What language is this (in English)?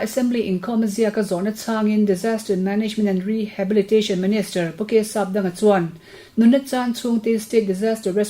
Mizo